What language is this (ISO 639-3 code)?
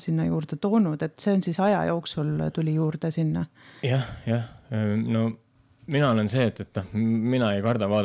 est